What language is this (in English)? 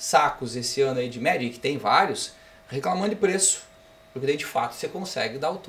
Portuguese